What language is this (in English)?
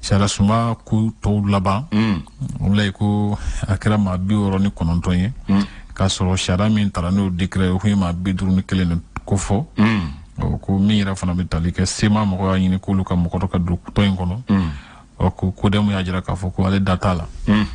Bambara